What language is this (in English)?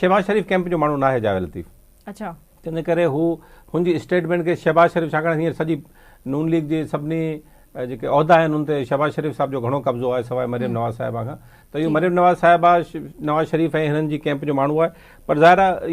Sindhi